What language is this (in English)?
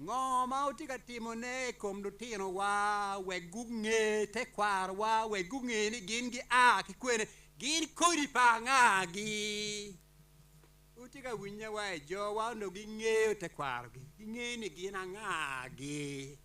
Acoli